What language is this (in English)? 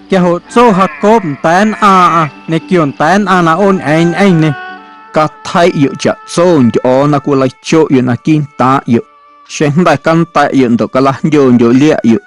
Guerrero Amuzgo